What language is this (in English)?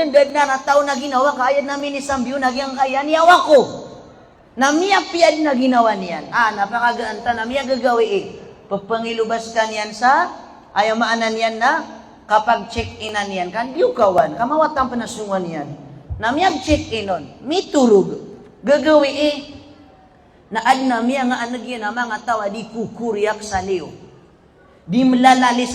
Maranao